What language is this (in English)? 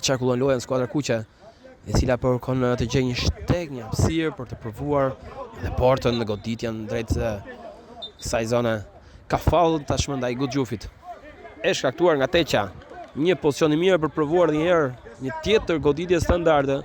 Albanian